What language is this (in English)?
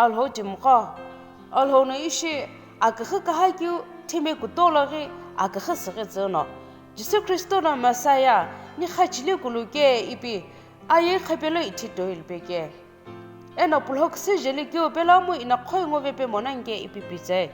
Sumi Naga